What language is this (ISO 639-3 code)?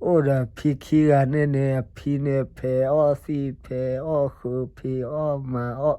ksw